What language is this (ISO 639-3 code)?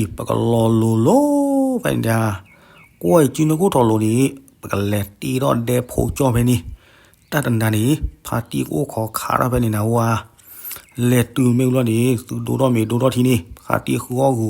ksw